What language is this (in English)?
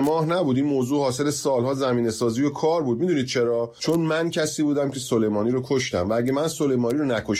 Persian